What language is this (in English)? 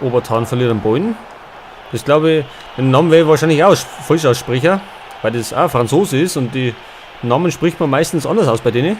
Bavarian